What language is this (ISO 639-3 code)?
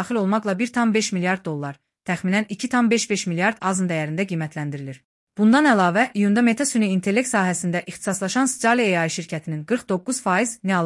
aze